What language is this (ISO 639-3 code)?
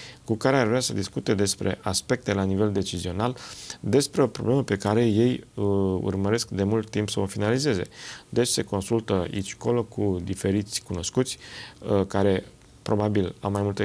ron